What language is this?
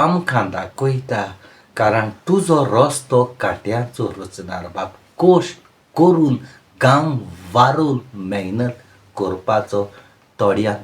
Konkani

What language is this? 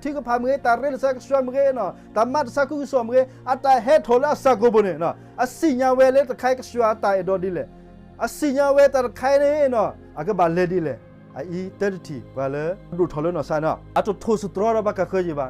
S'gaw Karen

